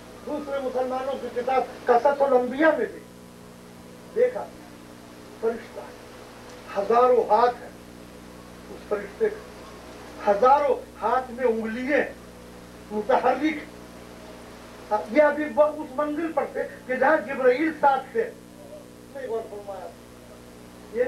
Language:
Urdu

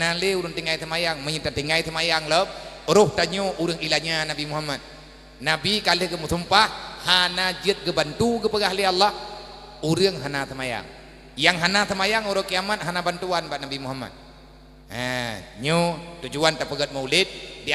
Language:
Achinese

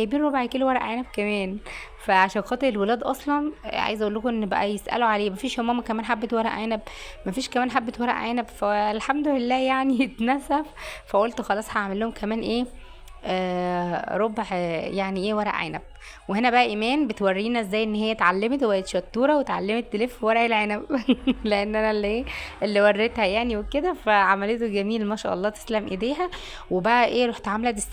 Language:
Egyptian Arabic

